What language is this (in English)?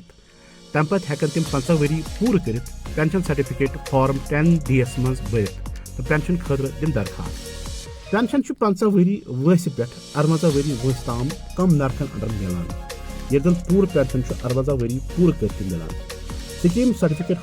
Kashmiri